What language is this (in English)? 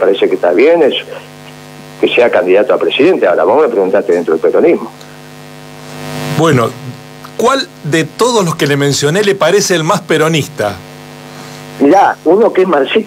Spanish